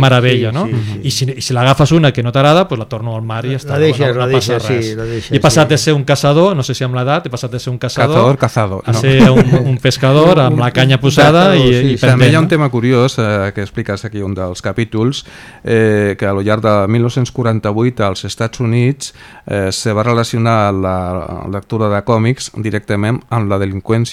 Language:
Catalan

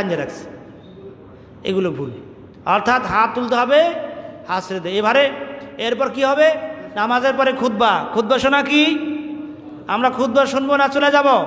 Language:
Bangla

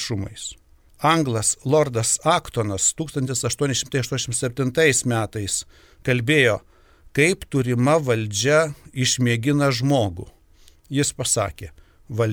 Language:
Lithuanian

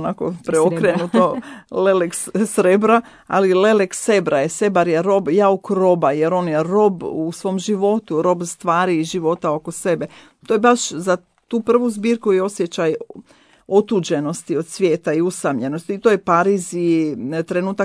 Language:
Croatian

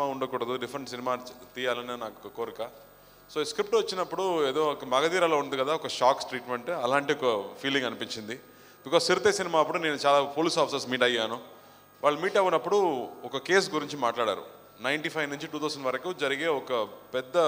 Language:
Telugu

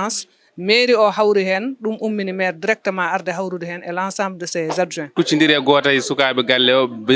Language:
Fula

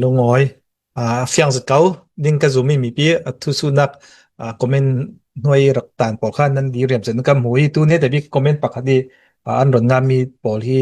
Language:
Hakha Chin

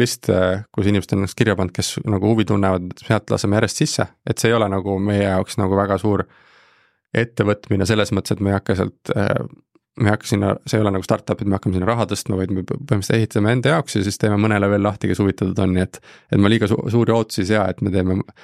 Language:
Estonian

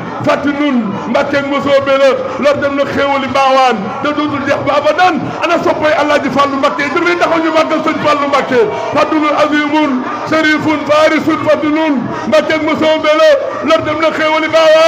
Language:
Wolof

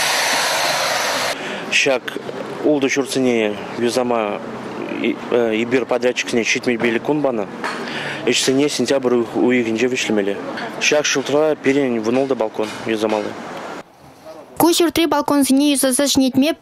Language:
Chuvash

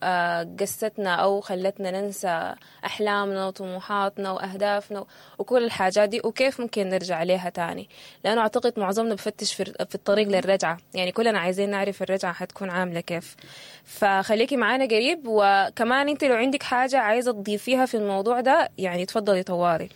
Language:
Sudanese Arabic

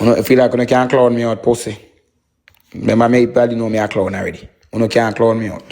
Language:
Jamaican Creole English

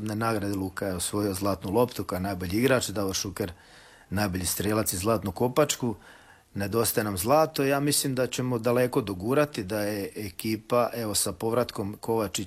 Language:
Croatian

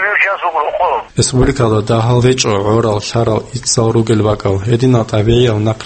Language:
Avaric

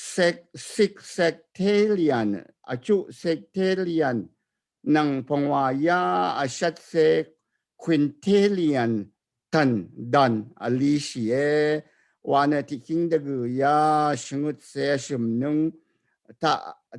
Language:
Rawang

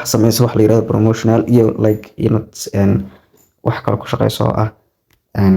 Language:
Somali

